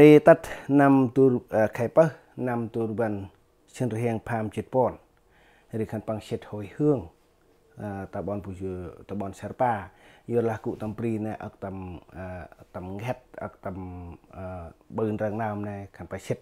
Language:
Central Mnong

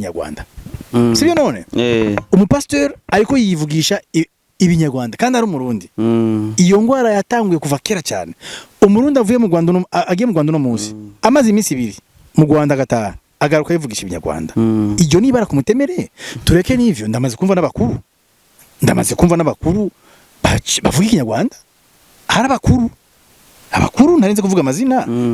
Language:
Rundi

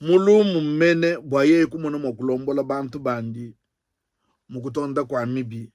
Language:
Luba-Lulua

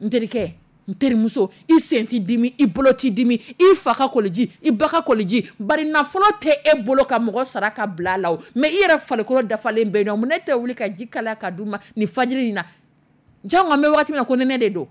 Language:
Dyula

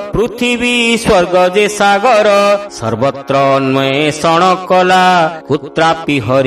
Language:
Odia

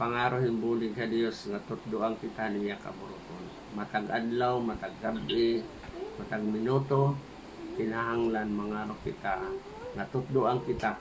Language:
Waray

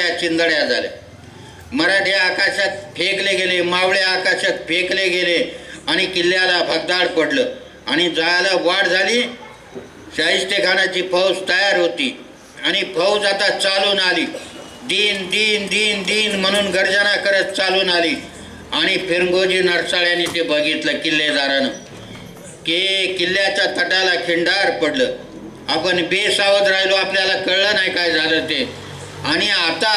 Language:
Marathi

